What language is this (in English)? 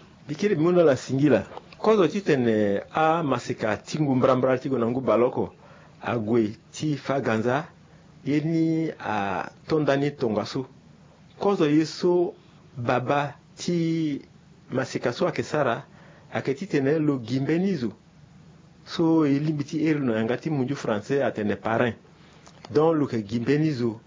Sango